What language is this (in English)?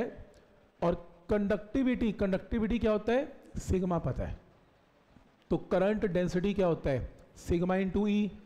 Hindi